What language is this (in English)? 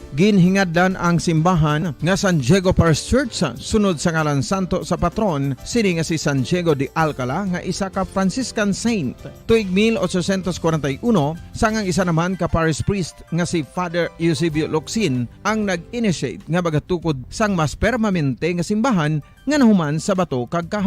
Hiligaynon